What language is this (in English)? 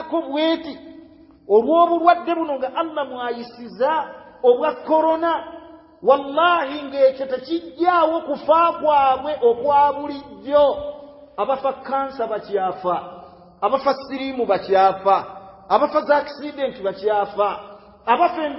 Ganda